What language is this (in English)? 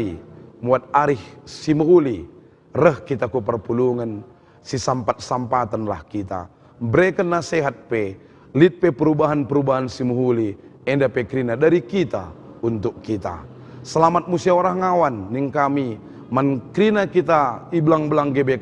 Batak Karo